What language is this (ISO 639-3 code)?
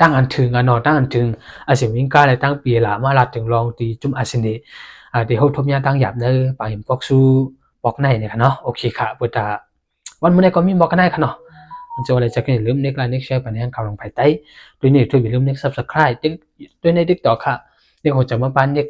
shn